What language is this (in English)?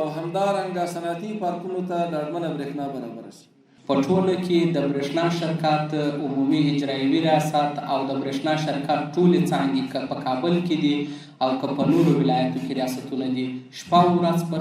Pashto